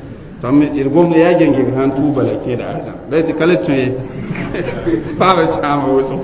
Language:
Mossi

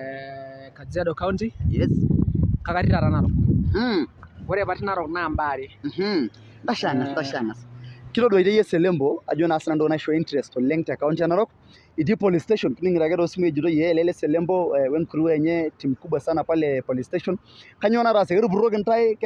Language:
Masai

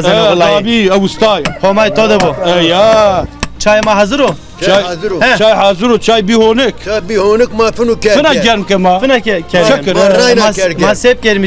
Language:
Zaza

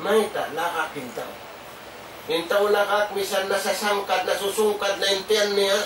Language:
Tausug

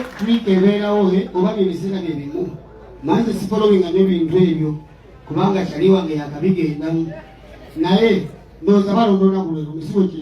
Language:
Ganda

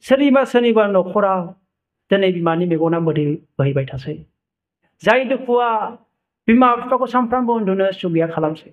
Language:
Bodo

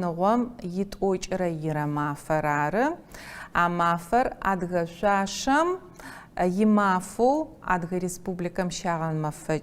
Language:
Adyghe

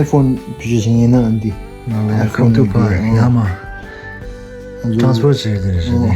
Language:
Tibetan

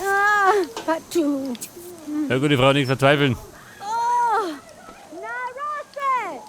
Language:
Bavarian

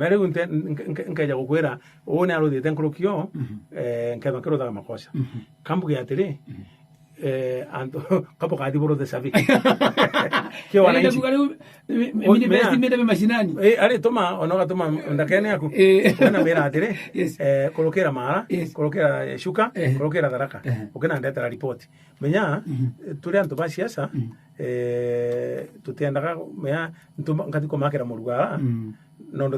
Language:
Meru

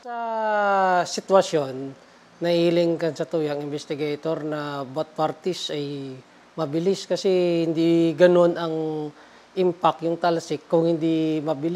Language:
Bikol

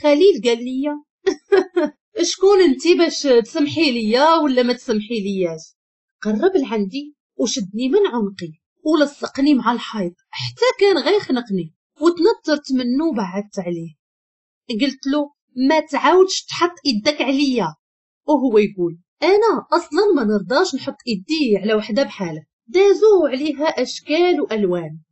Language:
Moroccan Arabic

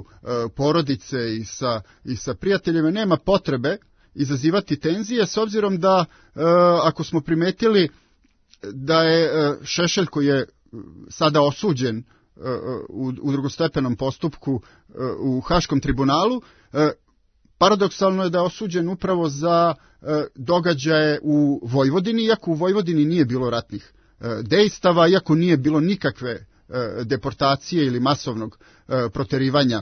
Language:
Serbian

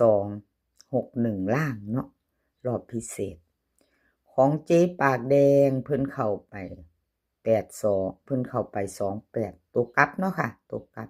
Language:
Northeastern Thai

